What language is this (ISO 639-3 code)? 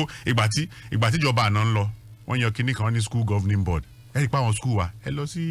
yor